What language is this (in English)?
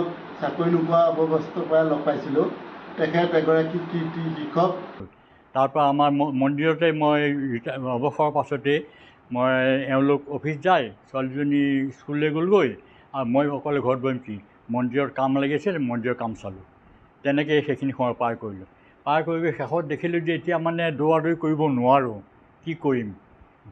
Assamese